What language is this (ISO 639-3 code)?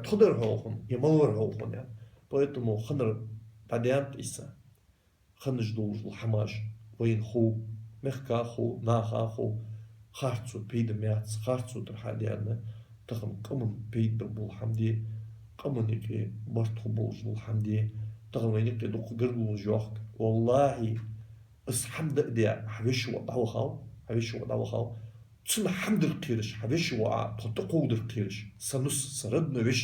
inh